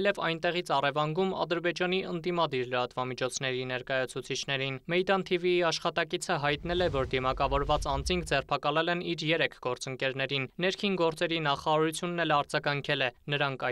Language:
Armenian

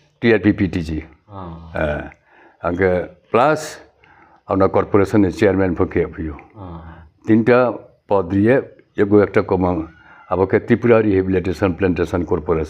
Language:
Riang (India)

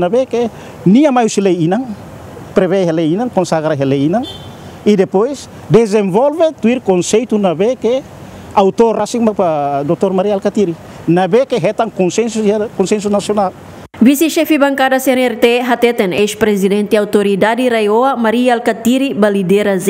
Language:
Tetum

